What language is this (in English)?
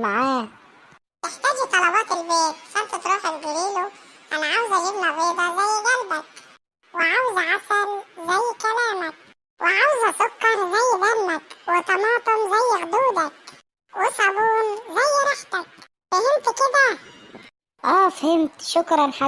Egyptian Arabic